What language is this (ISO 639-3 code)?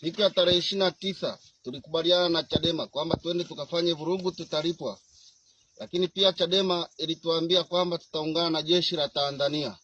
swa